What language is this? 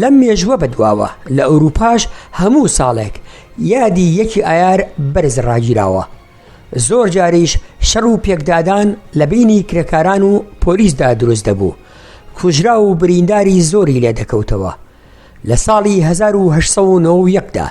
Central Kurdish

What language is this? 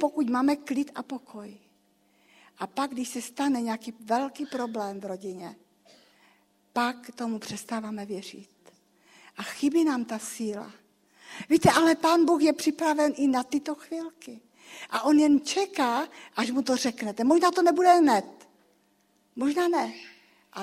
Czech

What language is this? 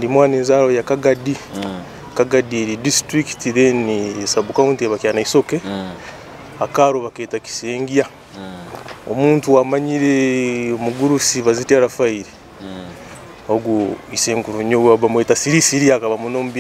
Nyoro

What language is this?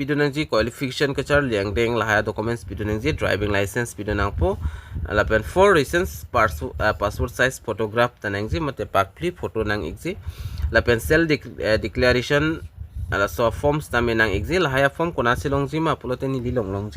Karbi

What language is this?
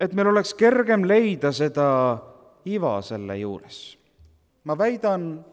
Estonian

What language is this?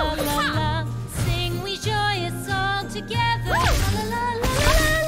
English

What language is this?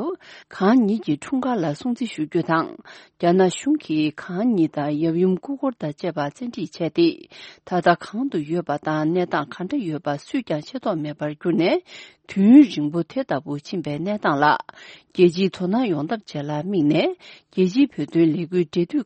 Tibetan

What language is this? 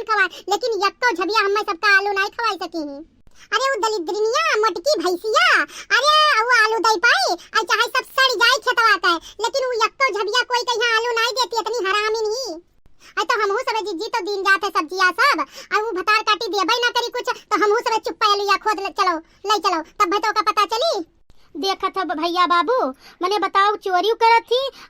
Awadhi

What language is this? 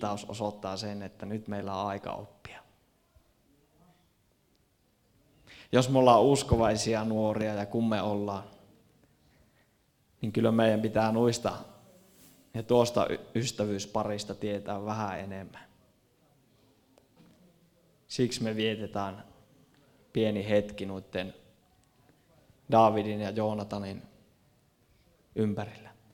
Finnish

